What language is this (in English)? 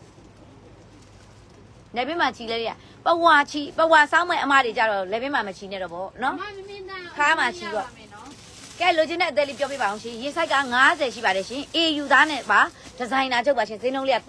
Burmese